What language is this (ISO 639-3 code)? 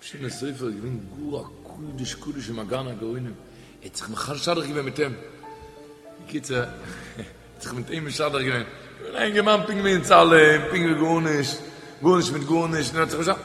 yid